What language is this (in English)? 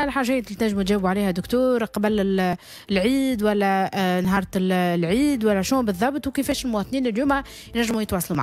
Tunisian Arabic